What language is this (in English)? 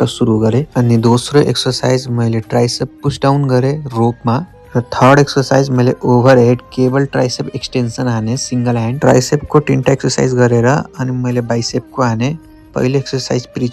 Nepali